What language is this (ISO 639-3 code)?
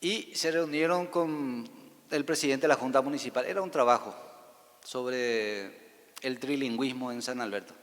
grn